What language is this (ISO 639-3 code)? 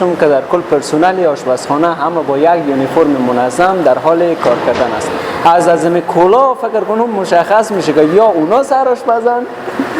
fas